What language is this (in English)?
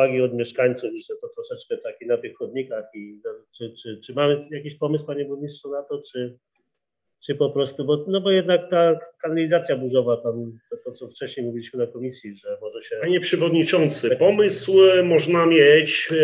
Polish